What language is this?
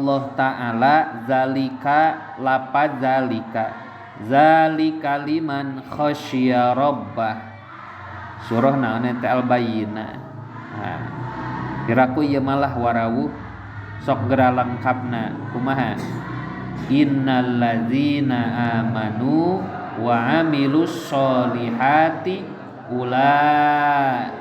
Sundanese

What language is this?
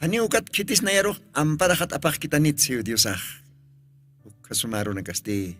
Aymara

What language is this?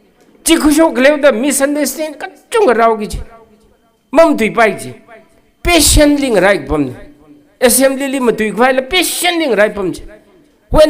Tangkhul Naga (India)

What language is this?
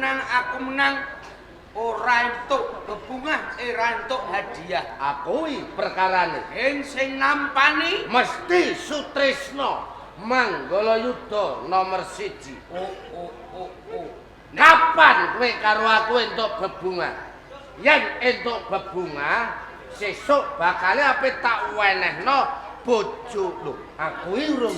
Javanese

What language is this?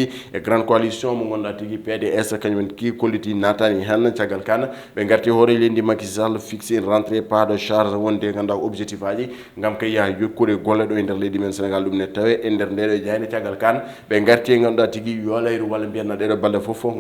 Fula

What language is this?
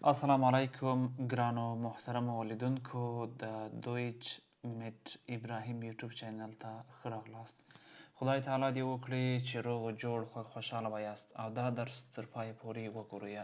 Pashto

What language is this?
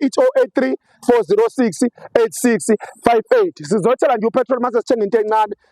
Zulu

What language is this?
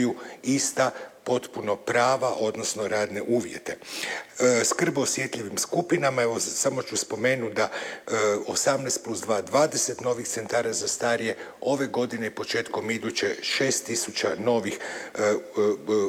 Croatian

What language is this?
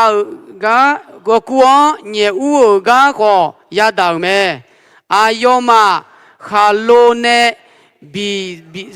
Akha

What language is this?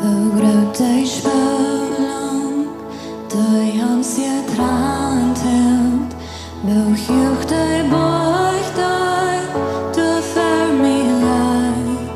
Plautdietsch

